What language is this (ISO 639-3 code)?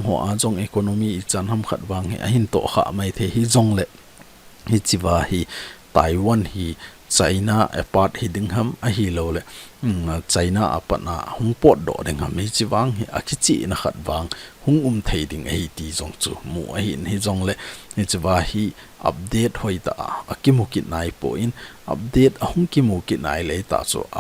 tcz